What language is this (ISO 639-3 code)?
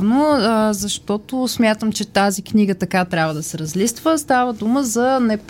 bul